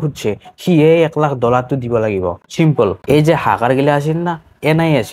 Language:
Assamese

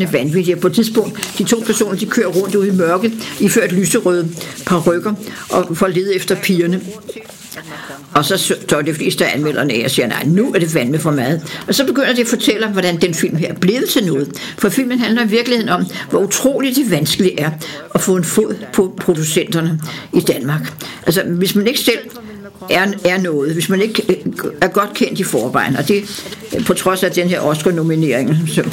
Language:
Danish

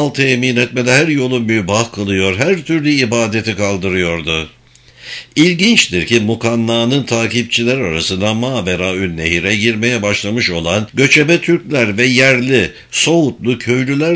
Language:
Turkish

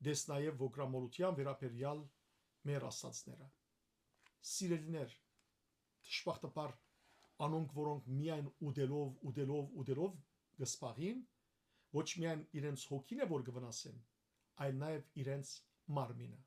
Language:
Western Armenian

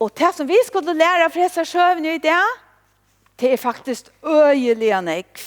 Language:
Faroese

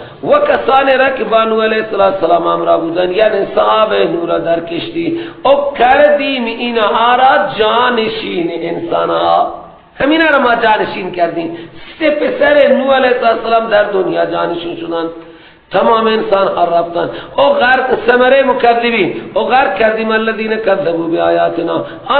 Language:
Persian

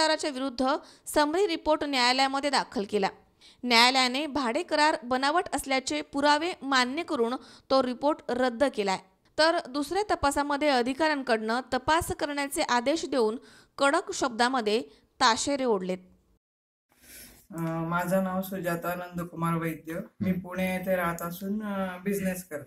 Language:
Marathi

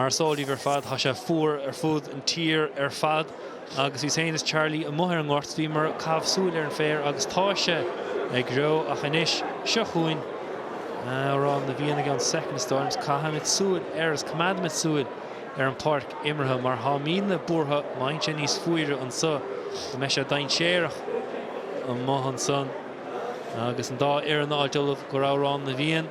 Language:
Irish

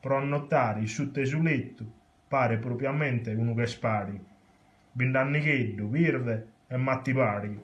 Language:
Sardinian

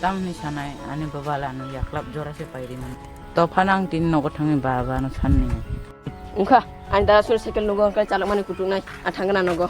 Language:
Kok Borok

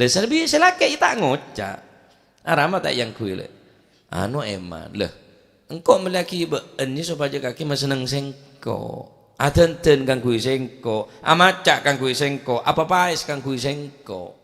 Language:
Madurese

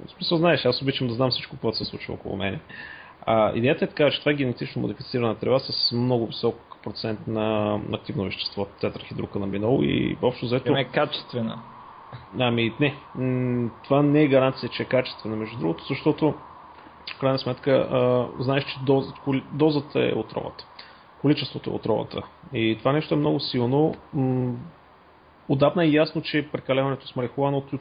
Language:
Bulgarian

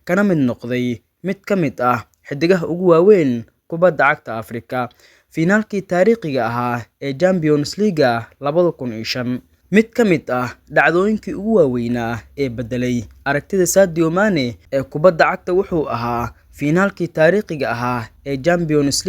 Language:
Somali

